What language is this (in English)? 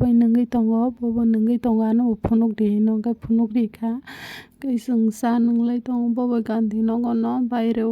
Kok Borok